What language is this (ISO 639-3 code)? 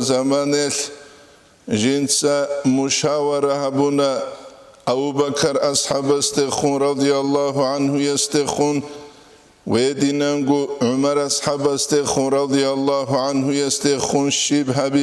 ava